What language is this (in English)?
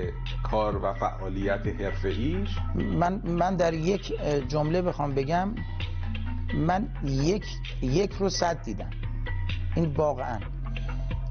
Persian